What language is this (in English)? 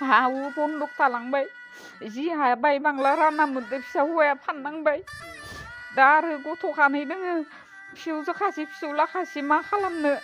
Bodo